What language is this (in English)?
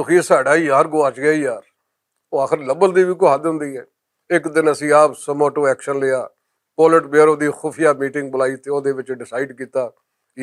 Western Panjabi